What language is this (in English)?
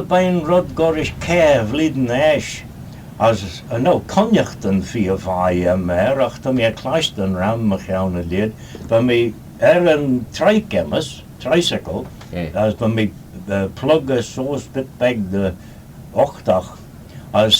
Manx